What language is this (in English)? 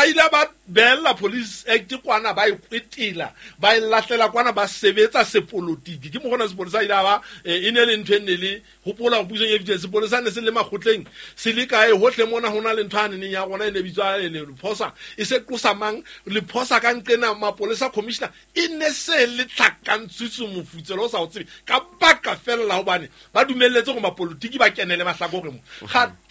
Southern Sotho